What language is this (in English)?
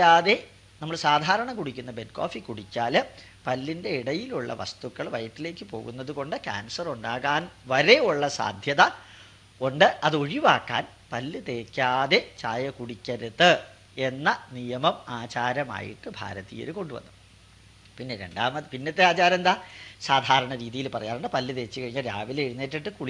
Malayalam